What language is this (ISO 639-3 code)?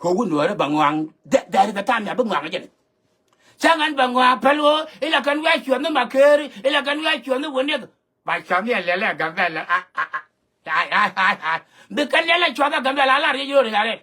nus